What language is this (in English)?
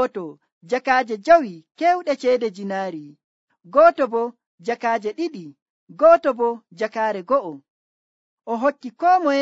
Nigerian Fulfulde